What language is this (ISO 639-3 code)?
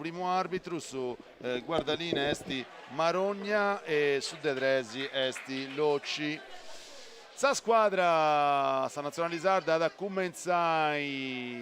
srd